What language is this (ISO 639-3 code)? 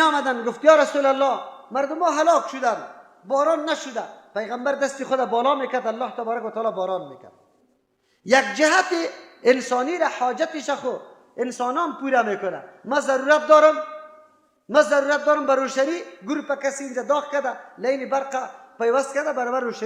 fas